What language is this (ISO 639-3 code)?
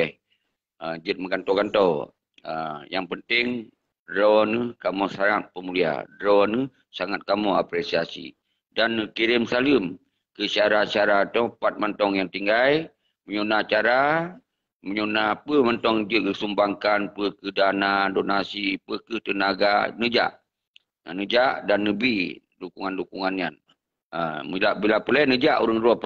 ace